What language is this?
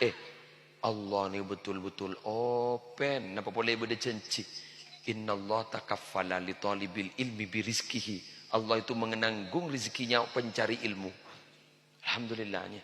Madurese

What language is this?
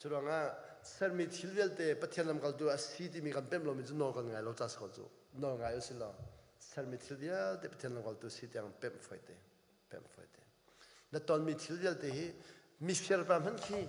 Hakha Chin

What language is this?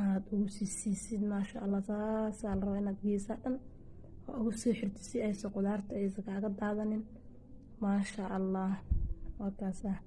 Somali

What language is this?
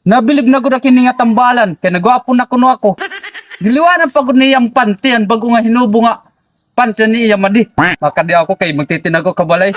Waray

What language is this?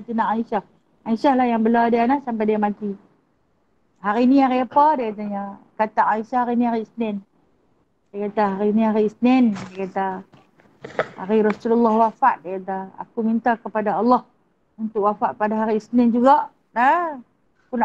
Malay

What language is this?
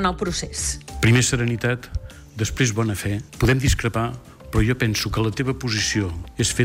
Catalan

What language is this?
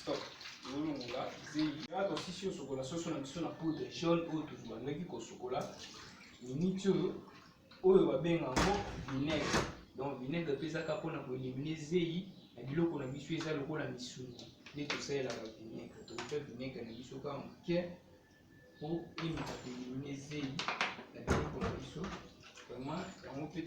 Lingala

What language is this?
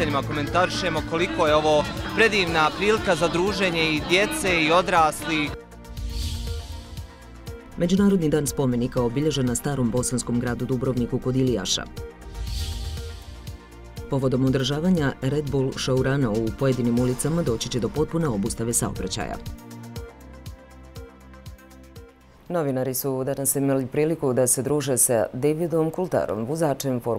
Bosnian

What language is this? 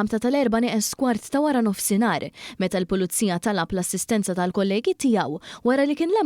Maltese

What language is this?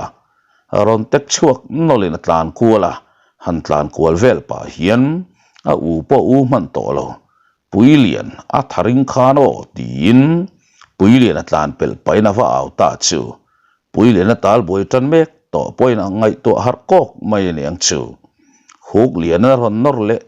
Mizo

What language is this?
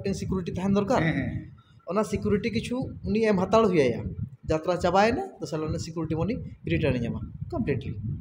Santali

